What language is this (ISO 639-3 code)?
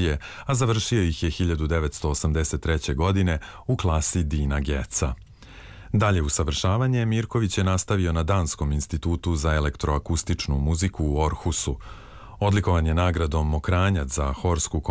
srp